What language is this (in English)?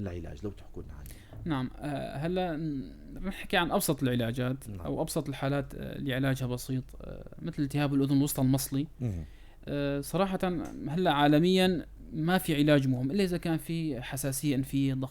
North Levantine Arabic